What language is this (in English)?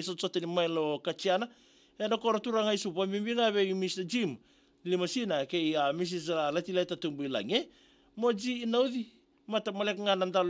Fijian